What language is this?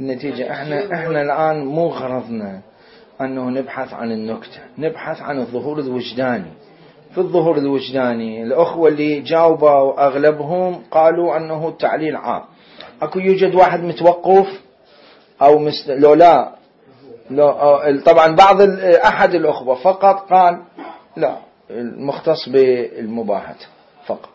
Mesopotamian Arabic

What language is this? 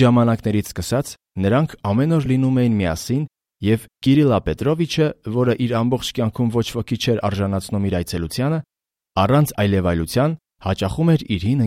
Armenian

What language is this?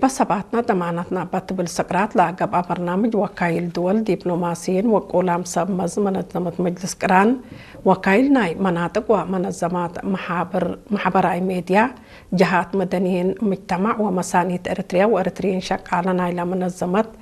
Tigrinya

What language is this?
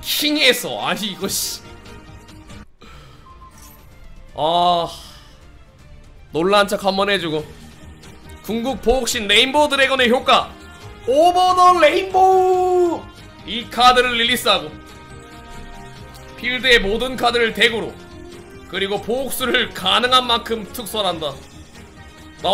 Korean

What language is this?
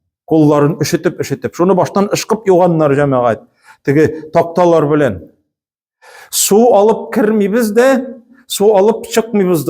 Tatar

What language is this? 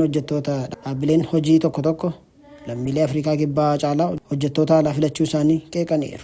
Oromo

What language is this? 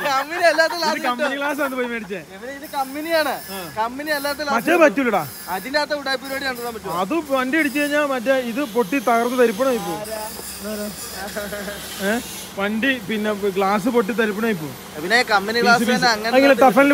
Malayalam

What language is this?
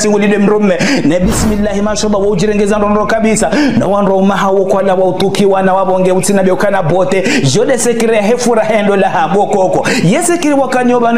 Ngazidja Comorian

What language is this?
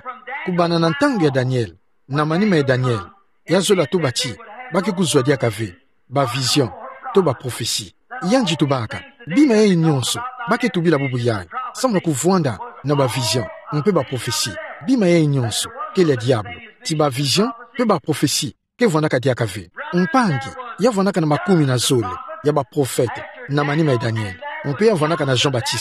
Kituba (Democratic Republic of Congo)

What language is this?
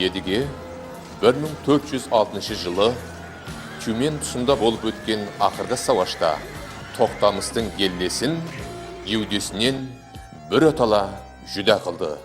Kara-Kalpak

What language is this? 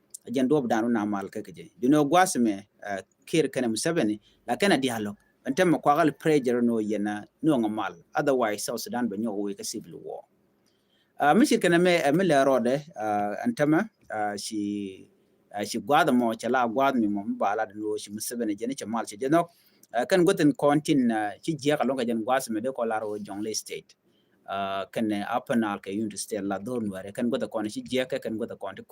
Nuer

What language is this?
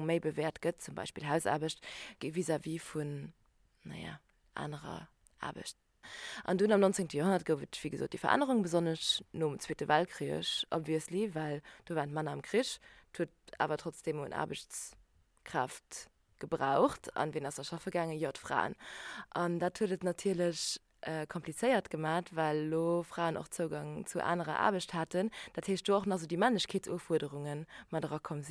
Luxembourgish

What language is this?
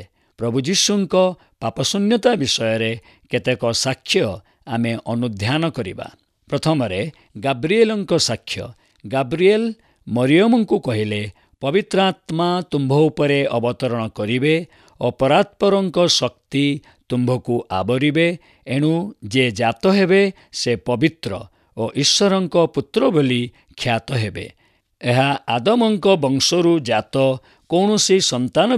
Odia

